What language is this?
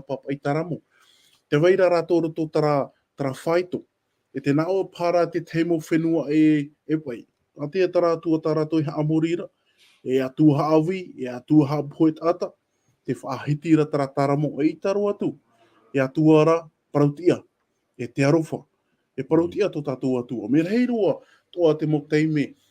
Tahitian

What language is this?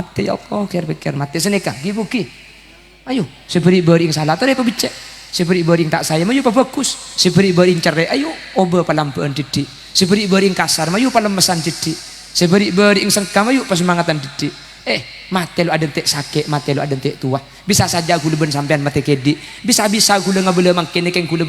Madurese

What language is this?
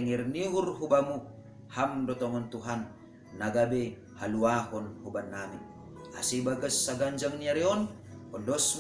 Batak Simalungun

